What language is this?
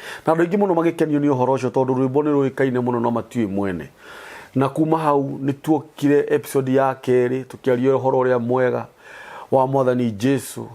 Kikuyu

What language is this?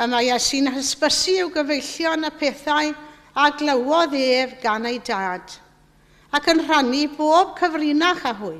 Welsh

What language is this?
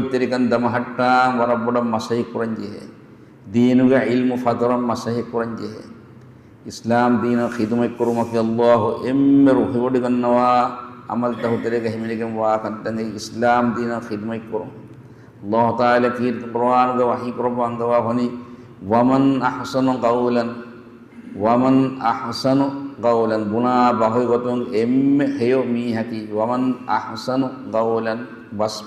Divehi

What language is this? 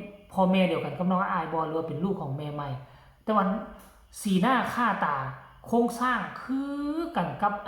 Northeastern Thai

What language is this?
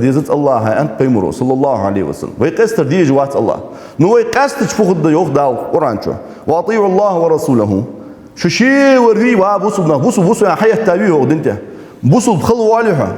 Ingush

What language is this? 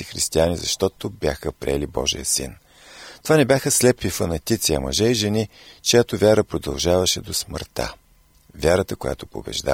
Bulgarian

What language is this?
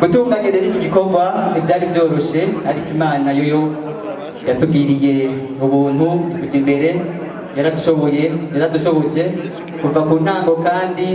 Rundi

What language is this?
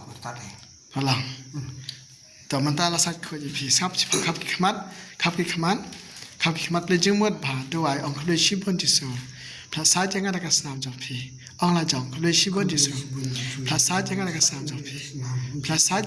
Khasi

